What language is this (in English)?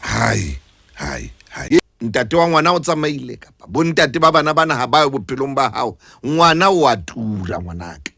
Southern Sotho